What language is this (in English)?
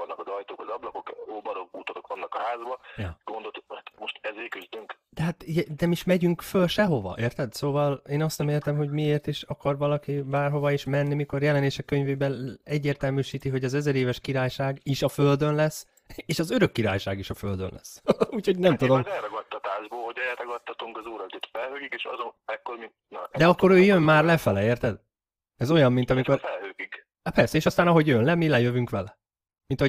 Hungarian